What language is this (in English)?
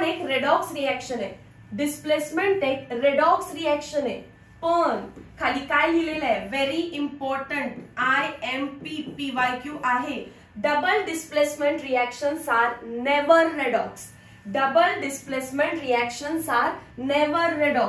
Marathi